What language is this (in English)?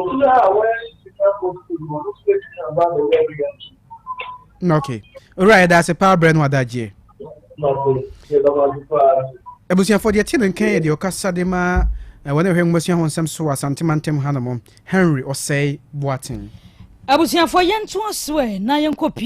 Akan